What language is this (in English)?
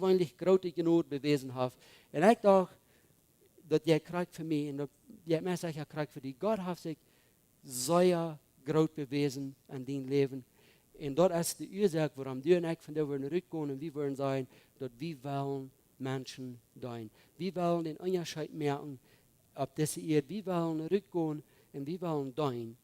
Plautdietsch